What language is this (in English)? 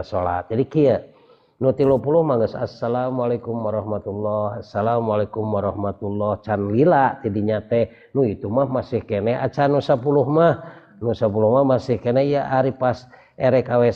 Sundanese